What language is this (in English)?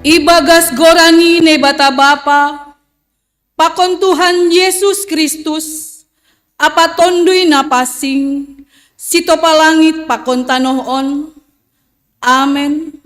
Batak Simalungun